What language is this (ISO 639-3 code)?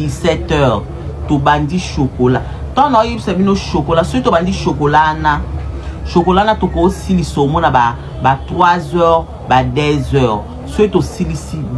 lin